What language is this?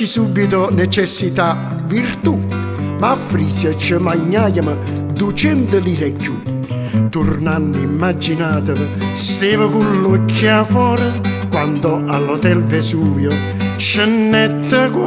Neapolitan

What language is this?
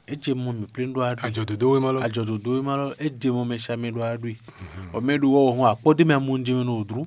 Fon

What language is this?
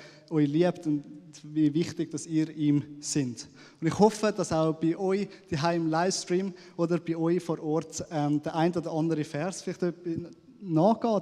Swiss German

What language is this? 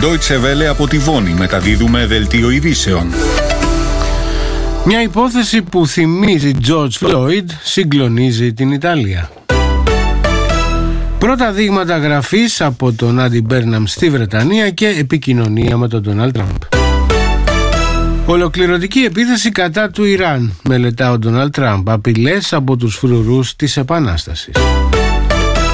Greek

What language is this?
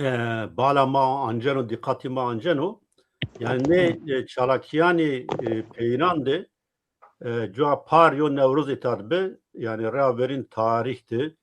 Zaza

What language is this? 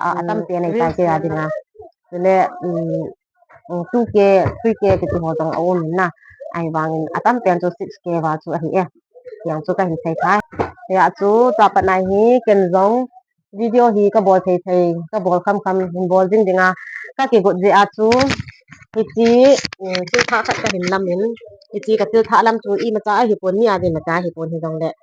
Thado Chin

